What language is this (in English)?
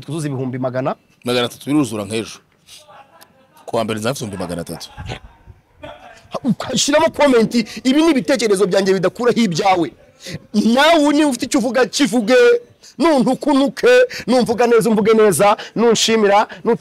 Kinyarwanda